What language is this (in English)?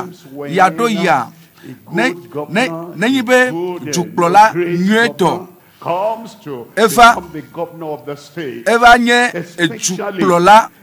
Ewe